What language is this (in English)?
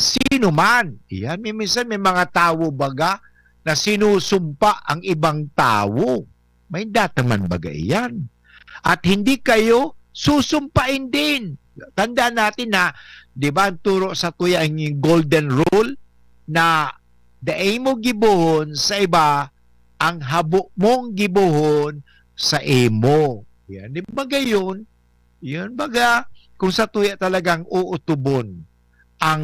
Bikol